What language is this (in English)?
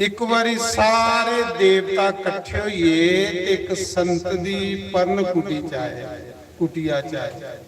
Dogri